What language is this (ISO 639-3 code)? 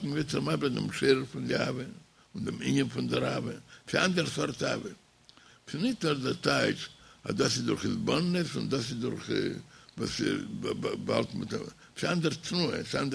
yid